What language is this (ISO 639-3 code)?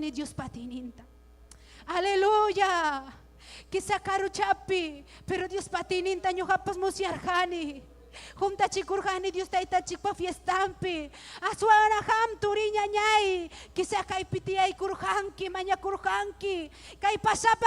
quy